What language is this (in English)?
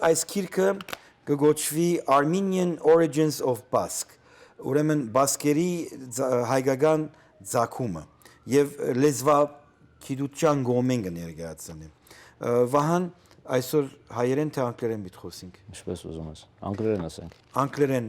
Western Armenian